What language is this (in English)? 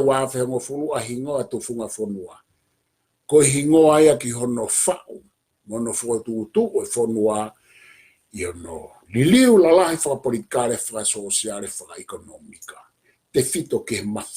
Tongan